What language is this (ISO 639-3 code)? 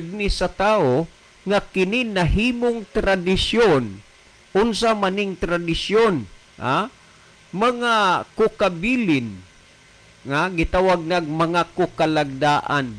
ceb